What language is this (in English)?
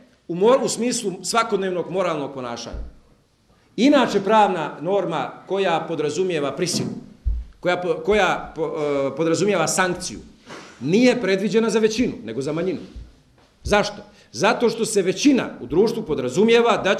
Bosnian